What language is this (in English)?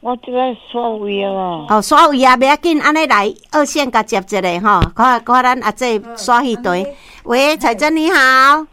Min Nan Chinese